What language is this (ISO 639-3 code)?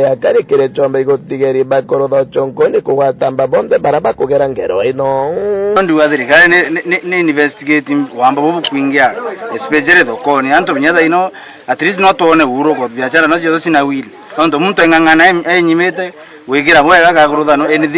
mer